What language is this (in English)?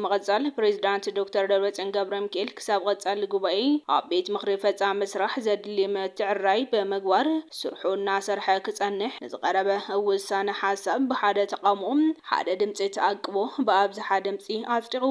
Tigrinya